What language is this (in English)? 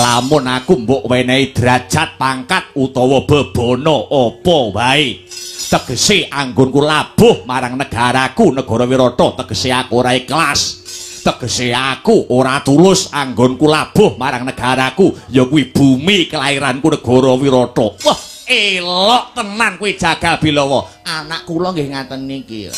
Javanese